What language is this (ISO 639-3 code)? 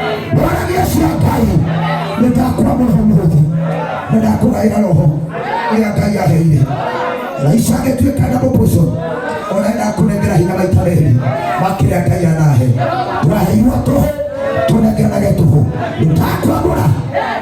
kik